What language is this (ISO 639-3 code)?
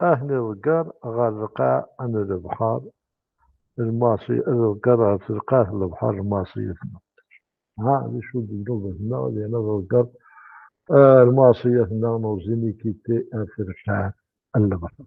kab